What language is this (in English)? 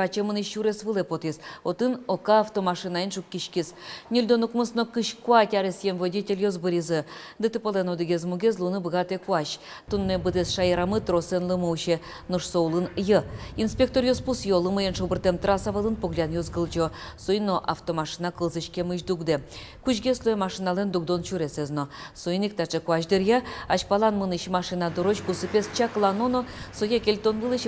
Udmurt